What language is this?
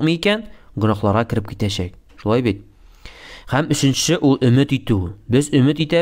Tatar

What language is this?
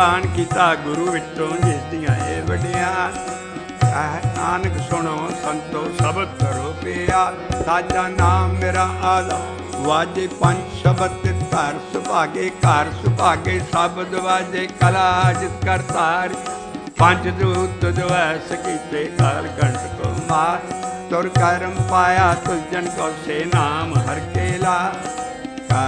Punjabi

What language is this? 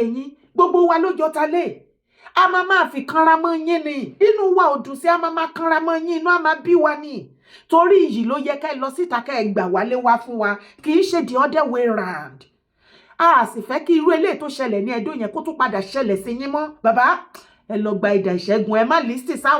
Yoruba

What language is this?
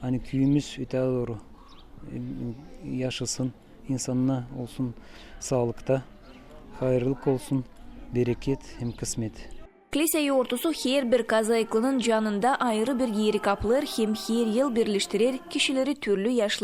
Gagauz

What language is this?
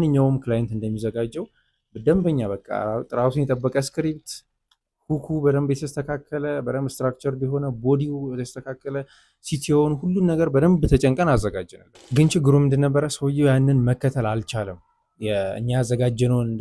Amharic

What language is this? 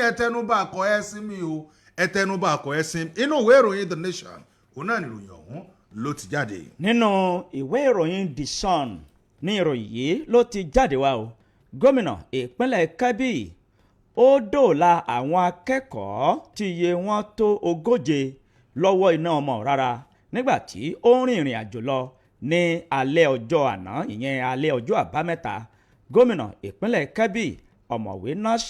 Yoruba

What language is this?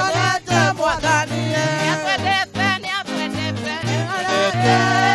Swahili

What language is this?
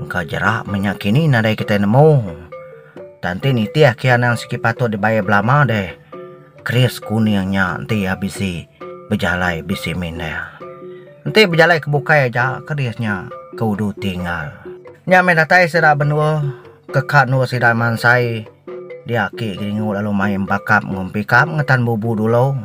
Iban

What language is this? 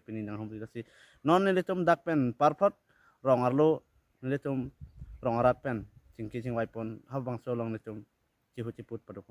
Karbi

